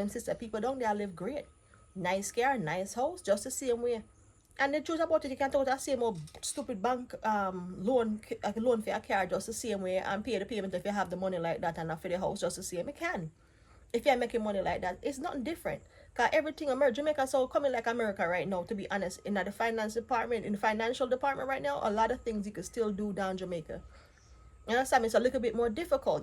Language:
Jamaican Creole English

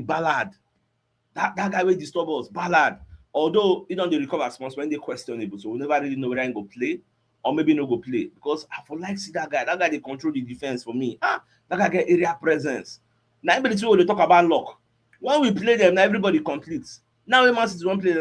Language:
Nigerian Pidgin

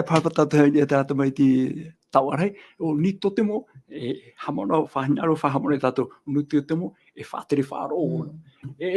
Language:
Tahitian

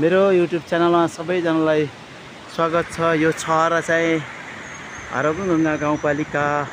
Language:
Nepali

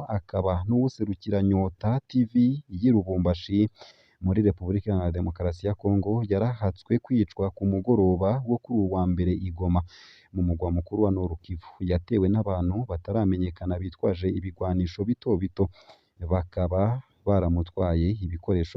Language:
Rundi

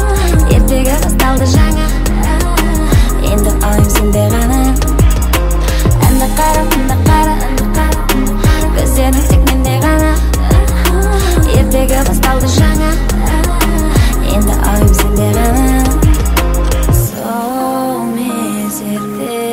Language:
Kazakh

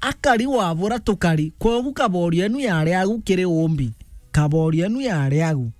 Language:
Meru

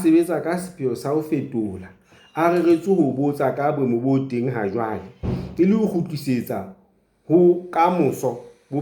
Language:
Southern Sotho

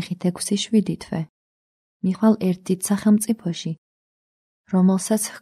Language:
Georgian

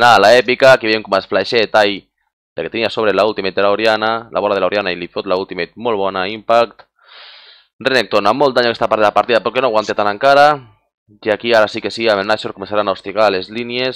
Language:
Catalan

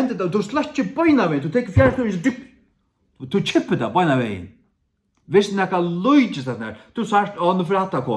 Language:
Faroese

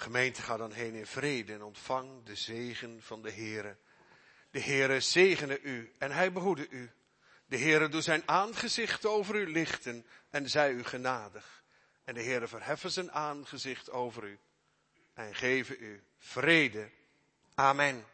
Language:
Dutch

